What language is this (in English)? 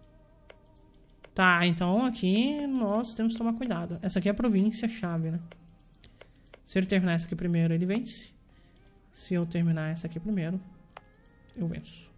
Portuguese